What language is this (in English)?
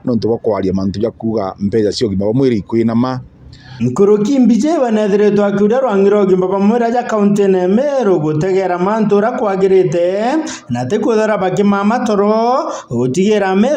Meru